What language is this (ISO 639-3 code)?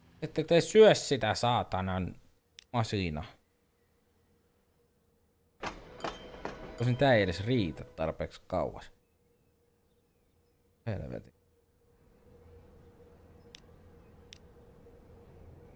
fin